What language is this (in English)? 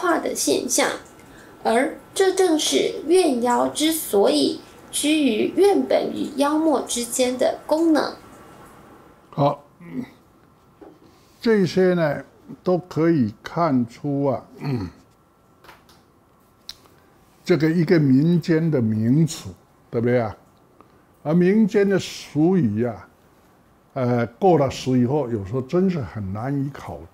Chinese